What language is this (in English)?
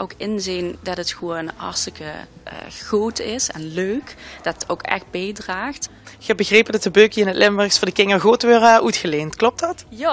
Limburgish